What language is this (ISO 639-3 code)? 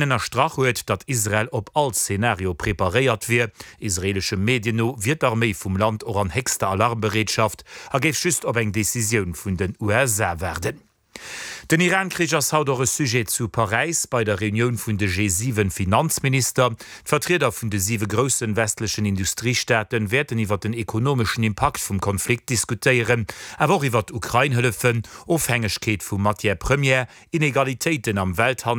ltz